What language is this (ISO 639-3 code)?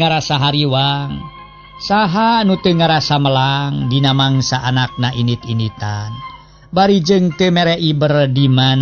sun